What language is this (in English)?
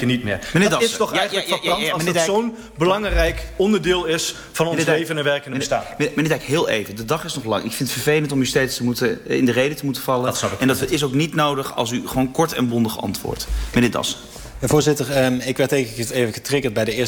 Dutch